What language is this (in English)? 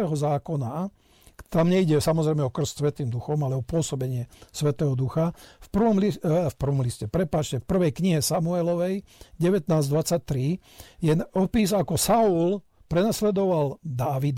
Slovak